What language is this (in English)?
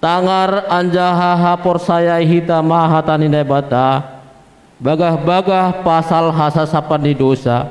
Batak Simalungun